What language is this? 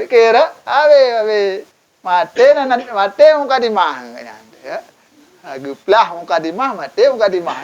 Achinese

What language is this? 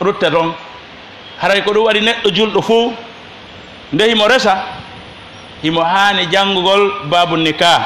Fula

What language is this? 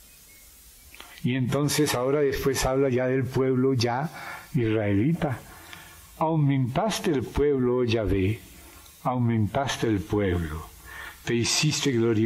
Spanish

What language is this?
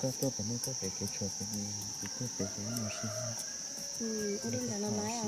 Hmong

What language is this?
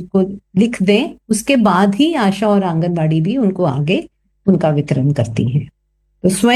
Hindi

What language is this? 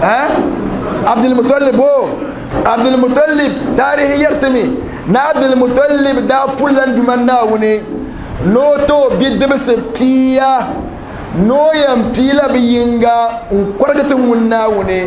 Dagbani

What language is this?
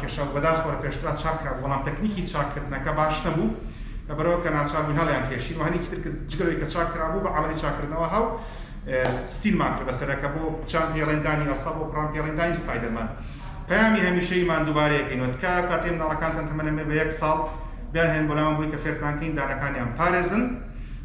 Central Kurdish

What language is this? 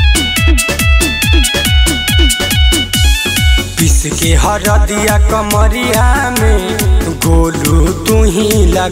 Bhojpuri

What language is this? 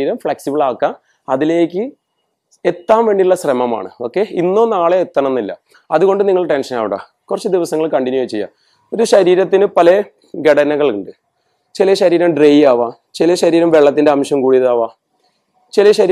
Malayalam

